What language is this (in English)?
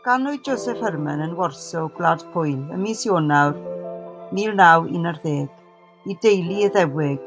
Welsh